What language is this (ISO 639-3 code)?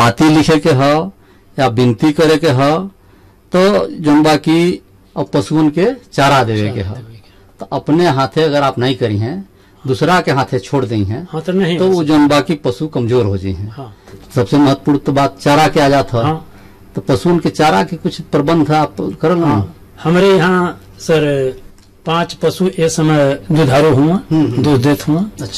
bho